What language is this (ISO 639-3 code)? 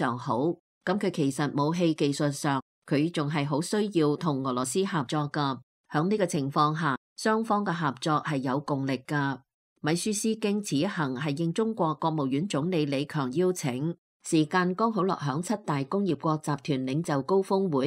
yue